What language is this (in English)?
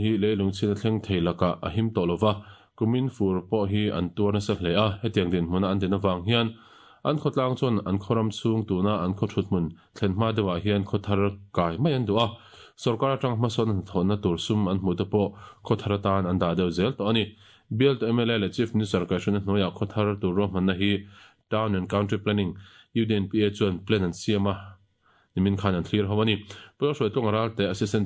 Mizo